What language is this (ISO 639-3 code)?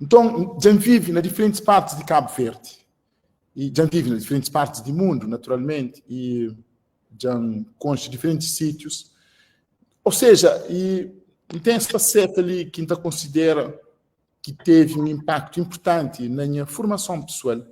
kea